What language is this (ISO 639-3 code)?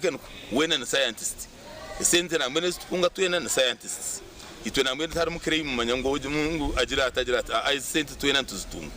nyn